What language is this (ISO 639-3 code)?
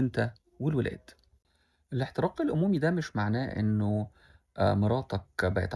arz